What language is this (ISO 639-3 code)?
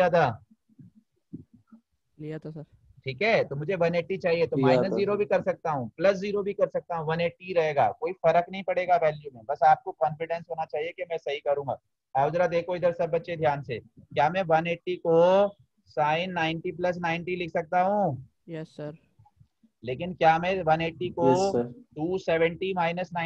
hin